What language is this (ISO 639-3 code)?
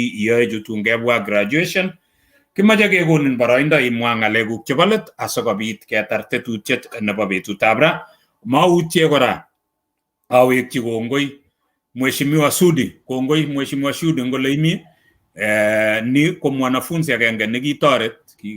kln